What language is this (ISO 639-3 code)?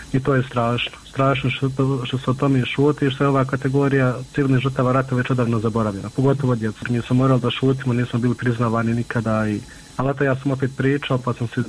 bos